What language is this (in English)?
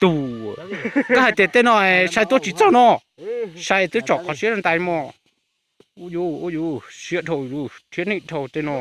Hmong